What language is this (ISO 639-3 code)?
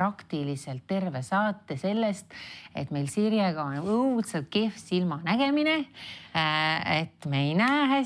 est